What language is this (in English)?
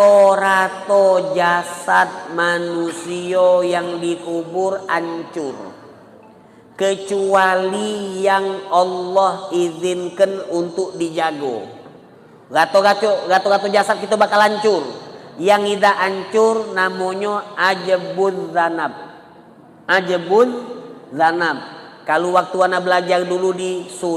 Musi